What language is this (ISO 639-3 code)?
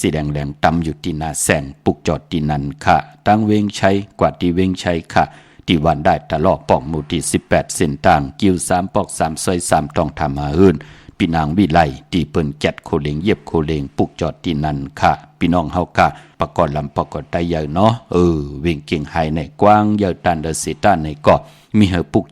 shn